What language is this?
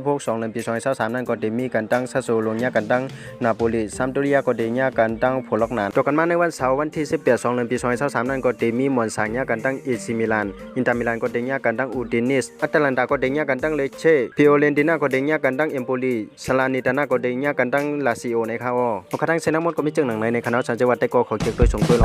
Shan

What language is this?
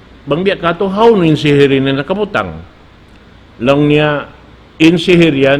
Tausug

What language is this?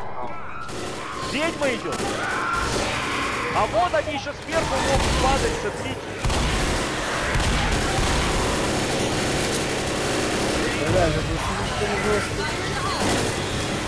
Russian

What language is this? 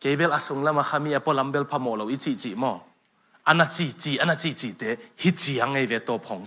Tedim Chin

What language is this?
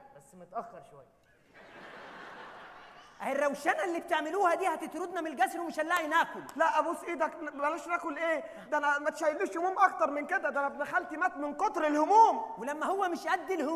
Egyptian Arabic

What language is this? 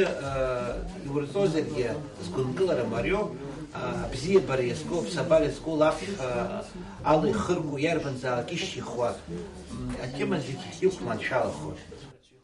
Abkhazian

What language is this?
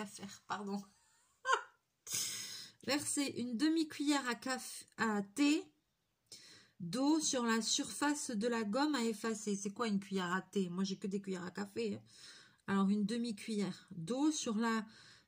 French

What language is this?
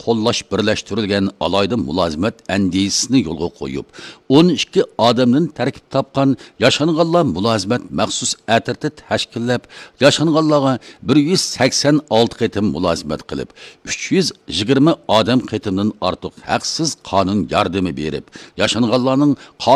Uyghur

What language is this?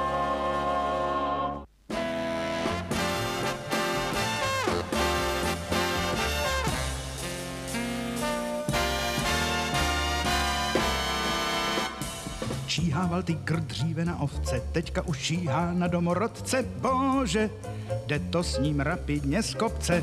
Czech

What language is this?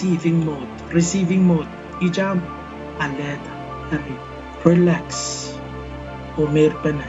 Pohnpeian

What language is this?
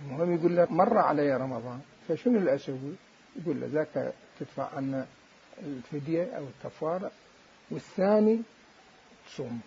Mesopotamian Arabic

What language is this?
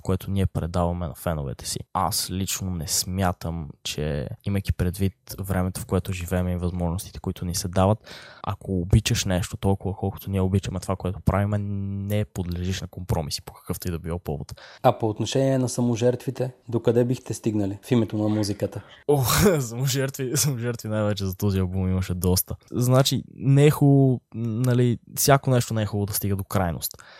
Bulgarian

